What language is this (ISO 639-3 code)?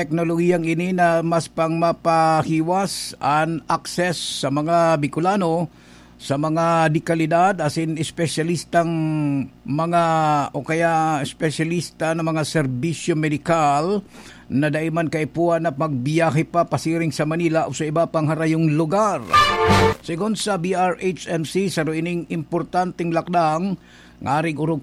bik